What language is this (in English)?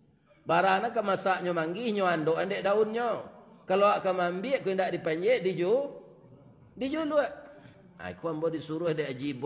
Minangkabau